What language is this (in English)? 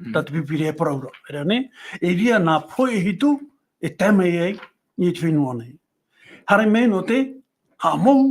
Tahitian